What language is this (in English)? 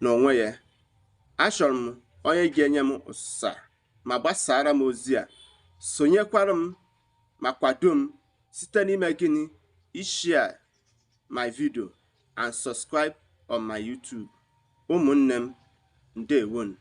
Igbo